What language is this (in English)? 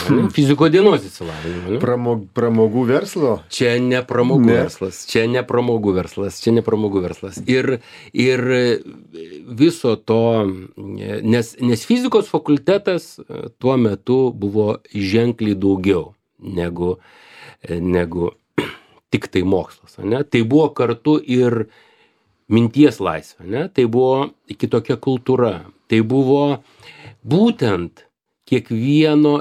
Lithuanian